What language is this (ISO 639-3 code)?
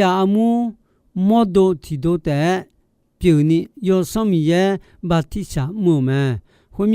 ahk